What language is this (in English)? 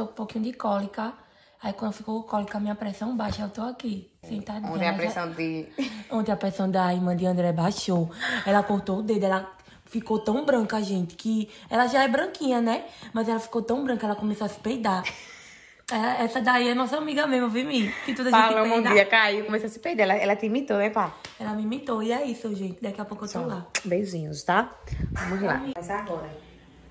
Portuguese